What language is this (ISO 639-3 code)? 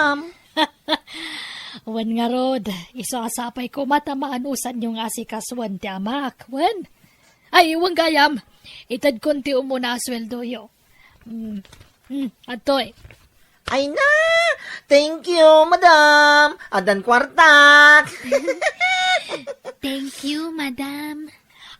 ilo